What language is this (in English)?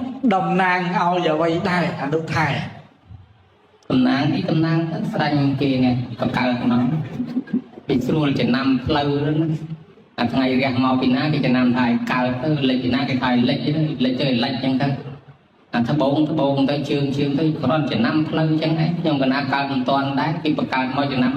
Khmer